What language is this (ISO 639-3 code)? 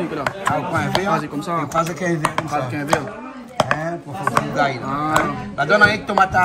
rcf